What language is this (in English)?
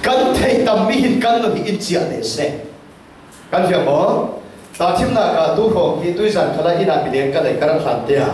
Falam Chin